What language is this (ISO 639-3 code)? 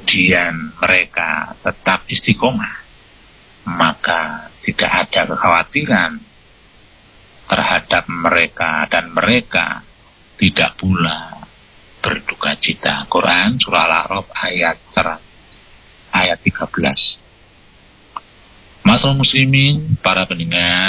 ind